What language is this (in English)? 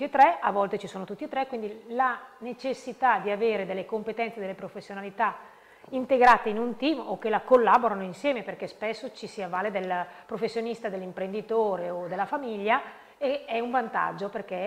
Italian